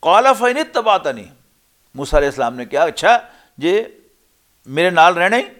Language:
Western Panjabi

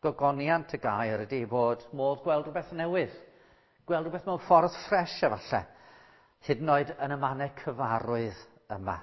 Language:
Welsh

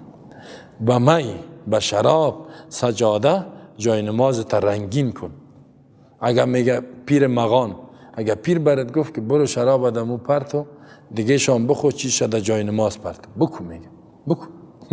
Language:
Persian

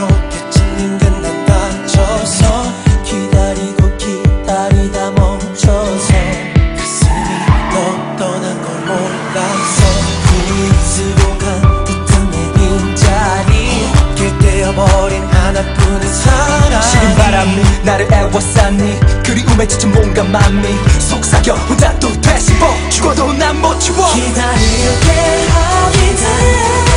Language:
Korean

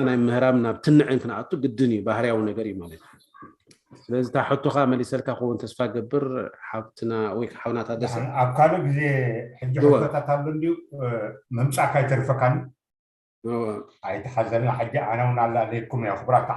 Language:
Tigrinya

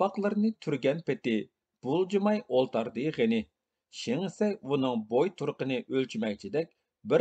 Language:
Uyghur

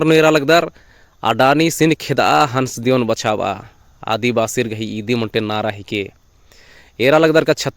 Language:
Kurukh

